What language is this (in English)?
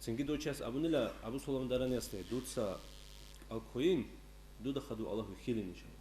Avaric